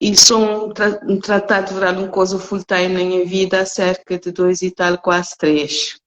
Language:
Kabuverdianu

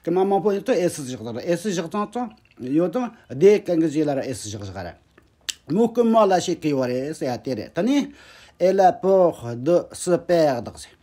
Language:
Tibetan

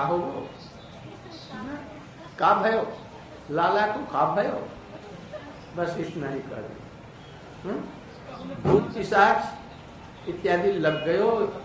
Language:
Hindi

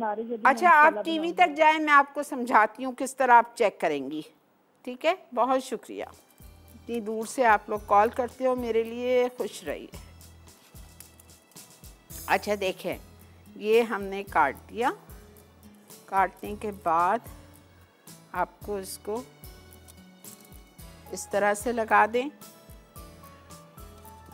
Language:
Hindi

